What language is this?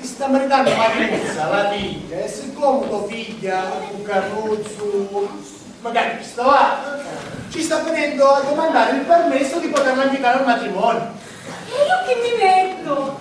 Sicilian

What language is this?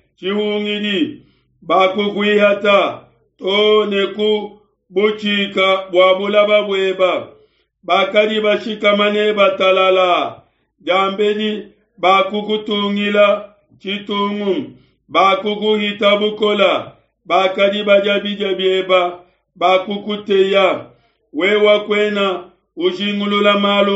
Luba-Lulua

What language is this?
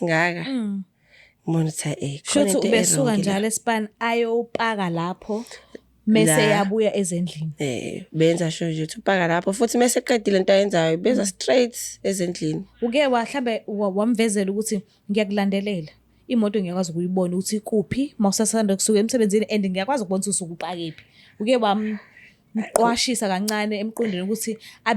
Zulu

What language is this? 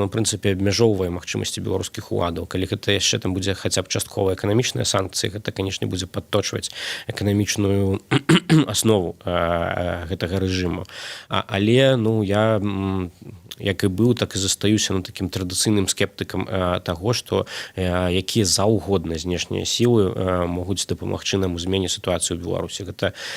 Belarusian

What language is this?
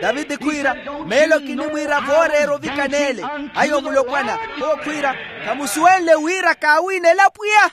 Makhuwa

